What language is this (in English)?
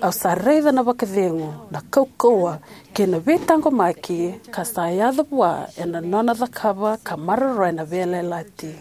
Fijian